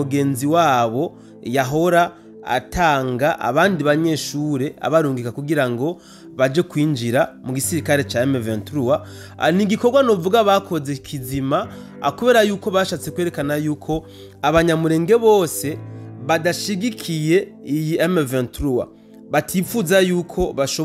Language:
Rundi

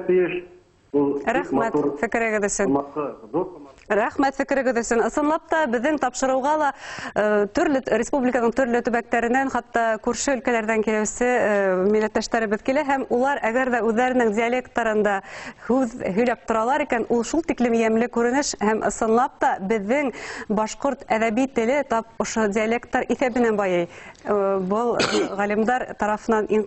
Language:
Bashkir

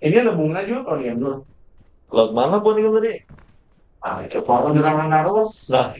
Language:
Banjar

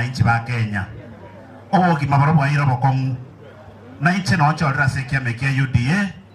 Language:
Gusii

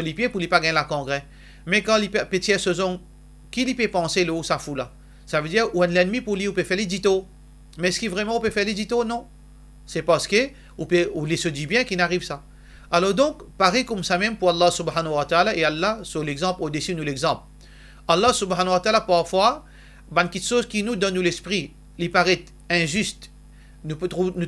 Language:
Morisyen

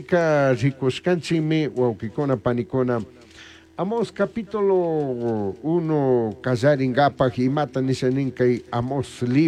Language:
Chimborazo Highland Quichua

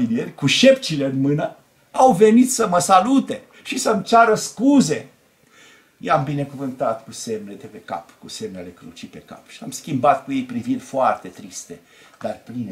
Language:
Romanian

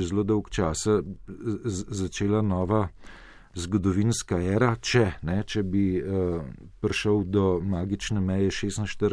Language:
Slovenian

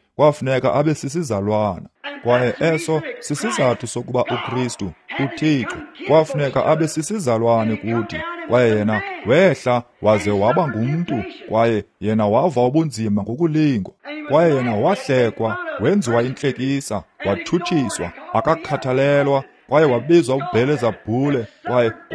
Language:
Xhosa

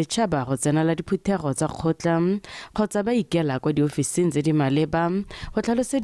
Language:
Tswana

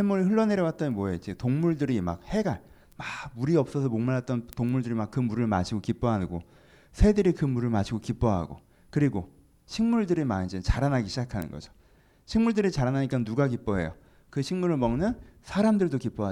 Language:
Korean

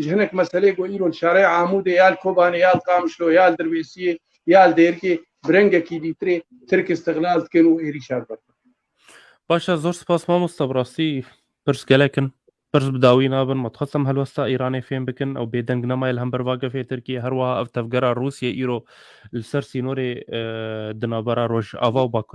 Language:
Kurdish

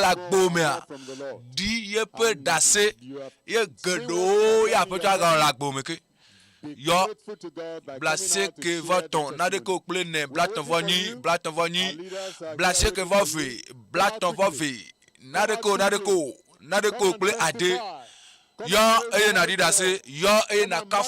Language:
Ewe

